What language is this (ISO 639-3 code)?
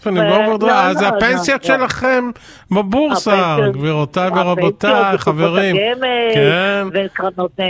heb